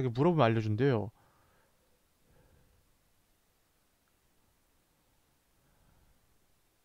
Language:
Korean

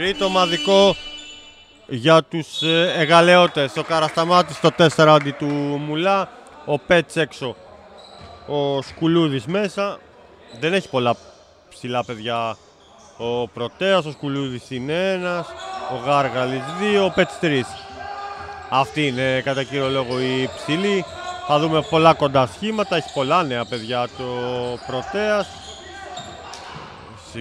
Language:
Greek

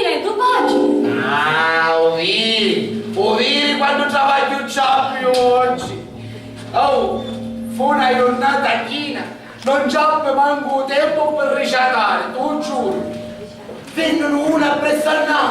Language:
Sicilian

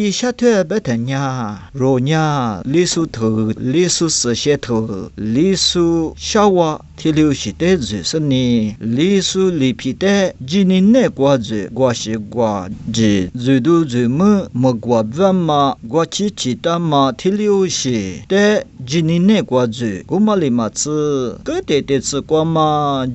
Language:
Lisu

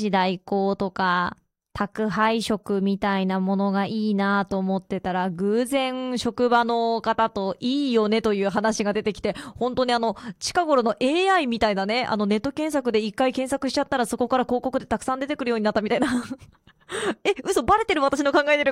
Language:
Japanese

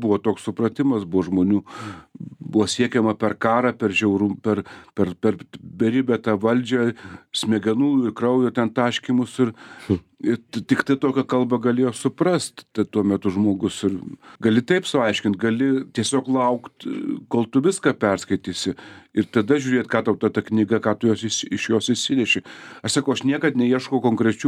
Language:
Lithuanian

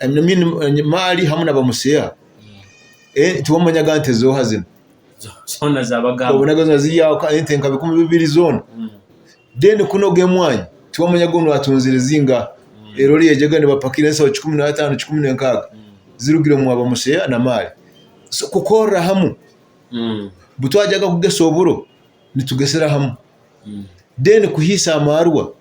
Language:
Nyoro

